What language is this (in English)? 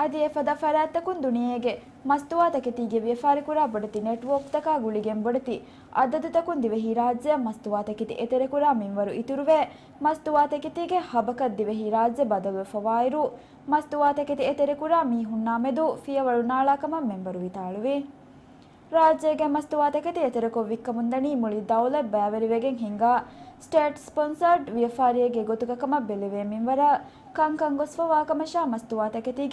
Divehi